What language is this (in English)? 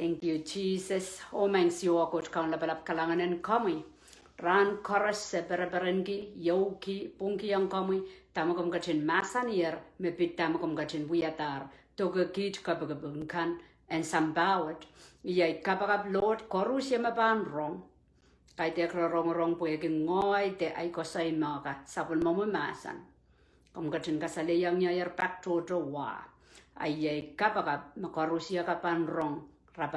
Pohnpeian